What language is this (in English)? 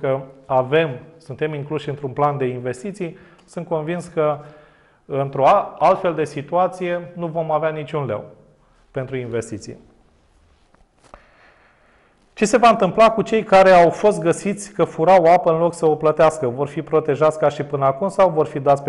Romanian